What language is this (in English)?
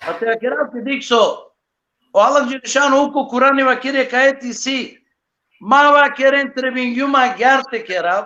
Balkan Romani